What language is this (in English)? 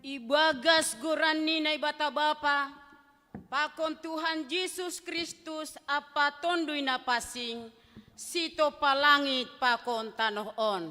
Batak Simalungun